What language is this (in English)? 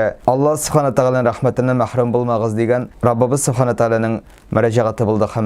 Tatar